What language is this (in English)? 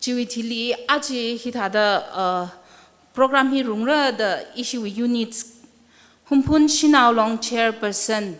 Tangkhul Naga (India)